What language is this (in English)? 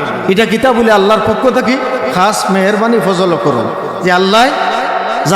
Sylheti